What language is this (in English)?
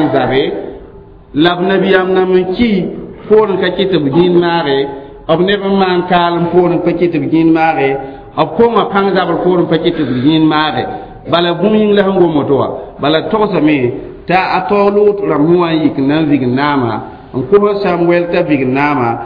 Mossi